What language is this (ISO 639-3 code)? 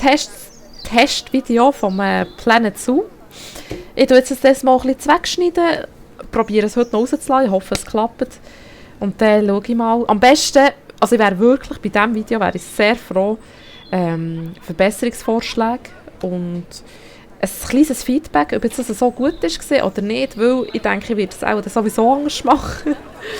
gsw